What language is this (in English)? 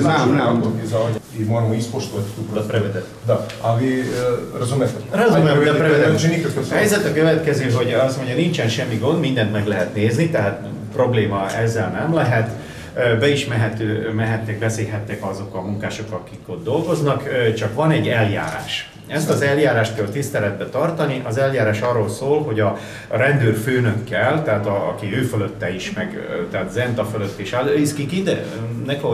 Hungarian